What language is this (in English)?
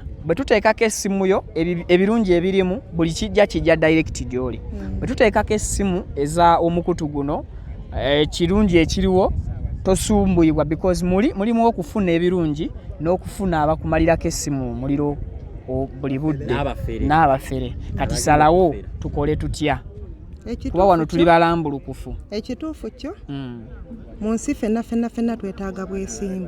Ganda